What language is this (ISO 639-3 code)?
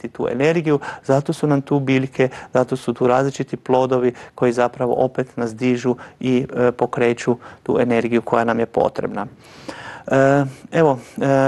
hrv